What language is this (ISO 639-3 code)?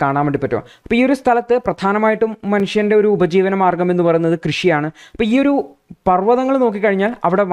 mal